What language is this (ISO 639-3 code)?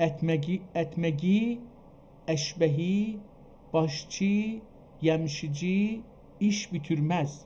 azb